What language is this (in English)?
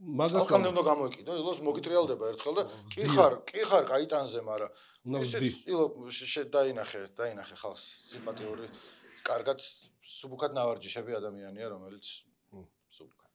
Georgian